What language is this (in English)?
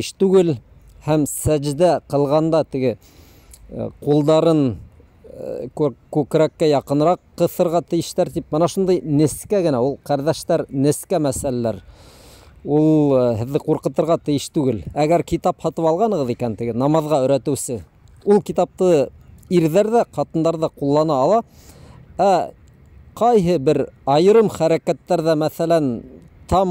Bashkir